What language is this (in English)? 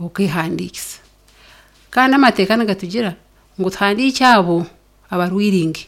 Nyankole